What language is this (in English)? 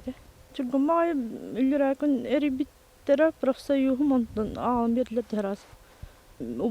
Yakut